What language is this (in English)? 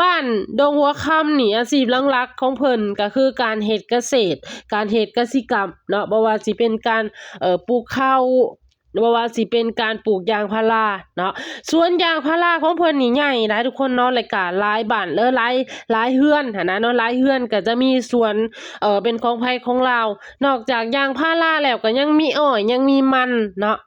Lao